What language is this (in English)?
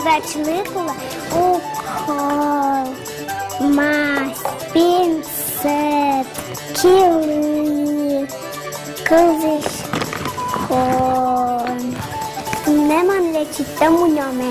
Udmurt